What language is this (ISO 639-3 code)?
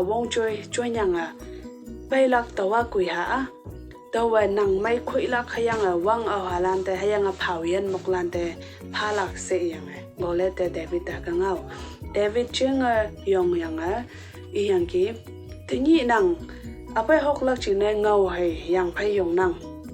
nbe